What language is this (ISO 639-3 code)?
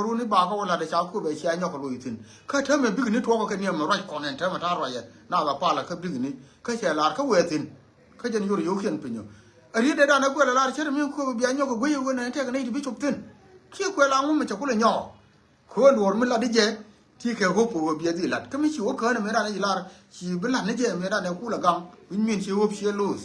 nus